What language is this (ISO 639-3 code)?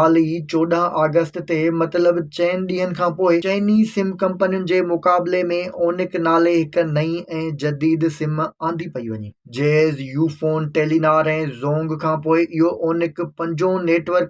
snd